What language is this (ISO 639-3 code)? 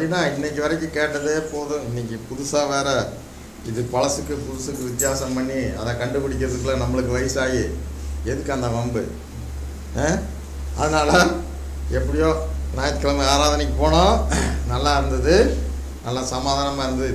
tam